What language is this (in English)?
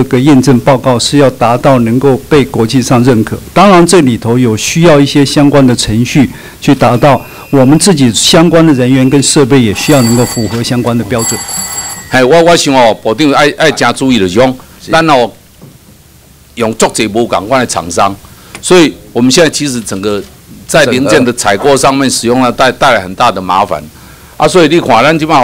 Chinese